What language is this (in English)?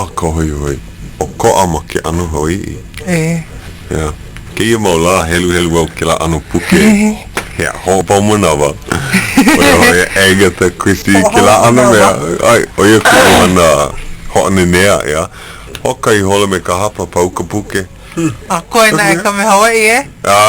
Hawaiian